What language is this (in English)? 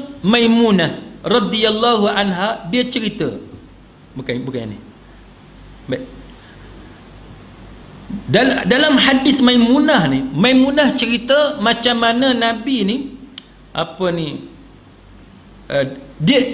Malay